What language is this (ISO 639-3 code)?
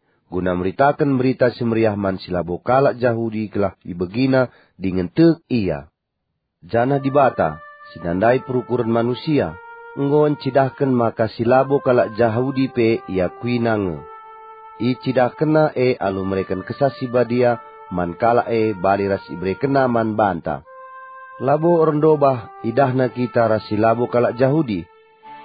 btx